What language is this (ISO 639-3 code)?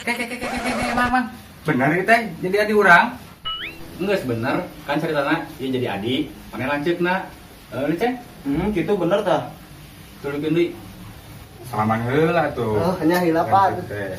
sun